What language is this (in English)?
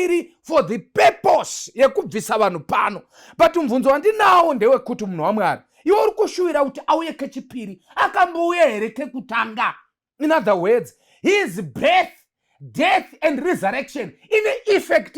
Shona